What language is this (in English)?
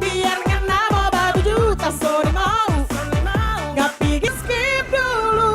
Manado Malay